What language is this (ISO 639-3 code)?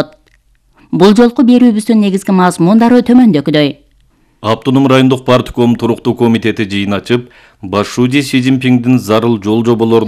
kir